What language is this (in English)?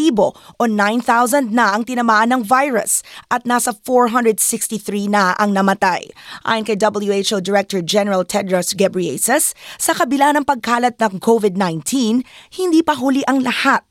Filipino